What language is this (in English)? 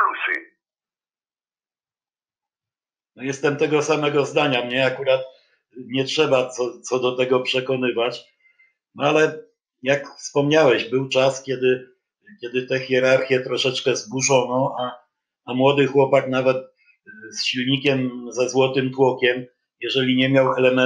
Polish